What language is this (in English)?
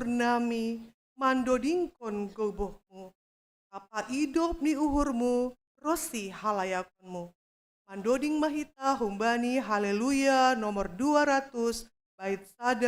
Batak Simalungun